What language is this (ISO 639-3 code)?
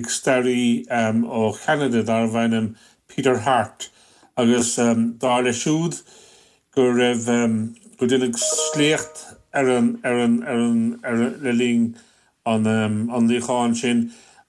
gle